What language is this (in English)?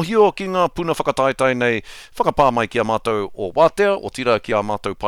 Māori